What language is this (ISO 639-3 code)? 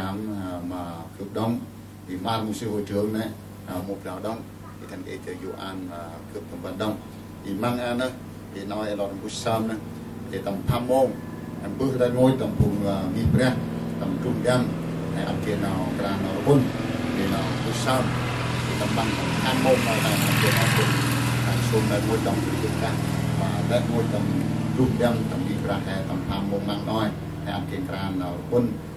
cmo